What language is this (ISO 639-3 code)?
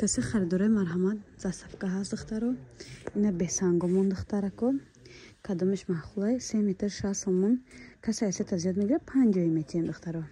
tgk